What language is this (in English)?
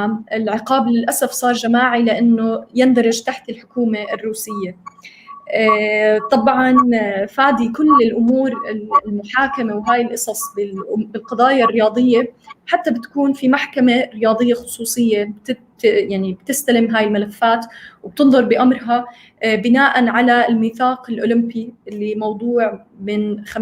North Levantine Arabic